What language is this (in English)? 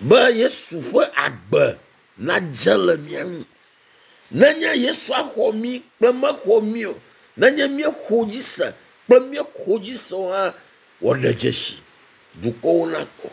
Ewe